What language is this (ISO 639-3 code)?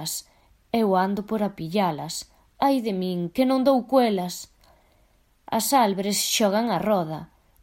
glg